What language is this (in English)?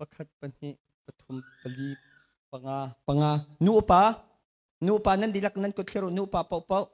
Hakha Chin